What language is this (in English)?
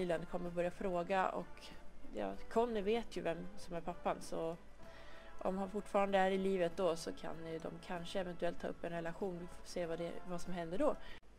Swedish